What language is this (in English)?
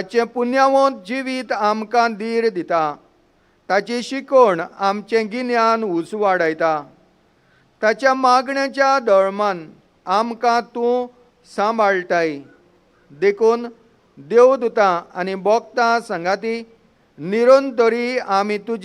Konkani